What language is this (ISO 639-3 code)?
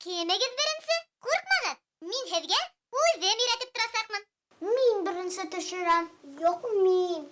bak